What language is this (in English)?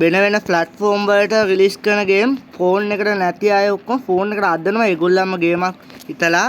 Sinhala